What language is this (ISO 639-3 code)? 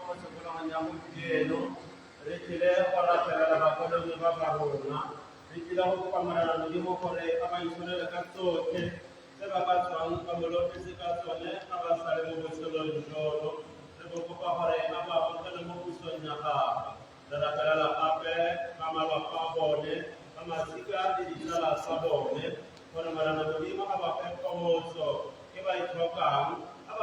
tsn